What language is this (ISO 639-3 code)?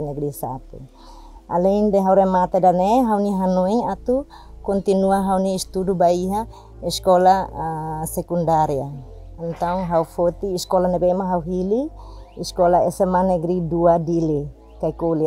tet